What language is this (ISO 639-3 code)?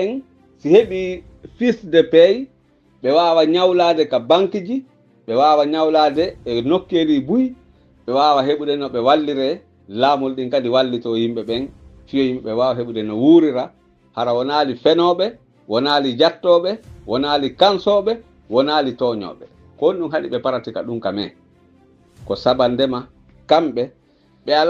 fuf